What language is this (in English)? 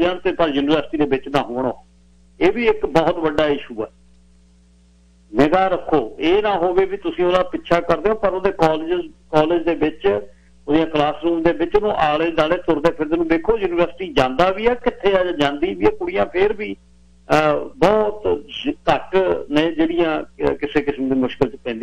Punjabi